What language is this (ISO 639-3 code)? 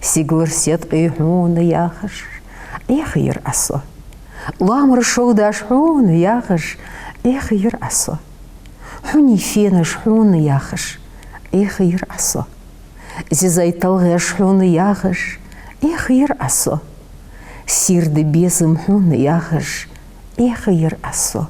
inh